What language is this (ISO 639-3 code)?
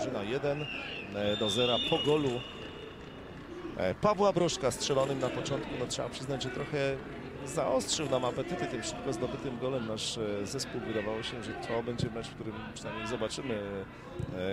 pol